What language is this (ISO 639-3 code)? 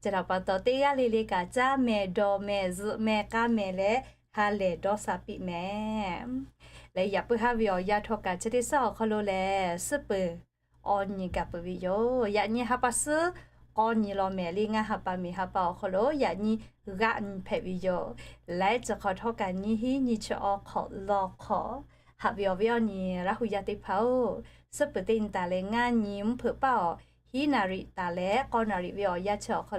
lhu